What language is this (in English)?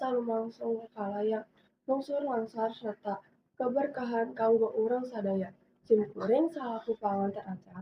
Sundanese